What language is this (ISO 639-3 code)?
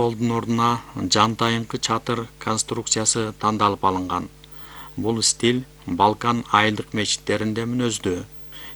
kir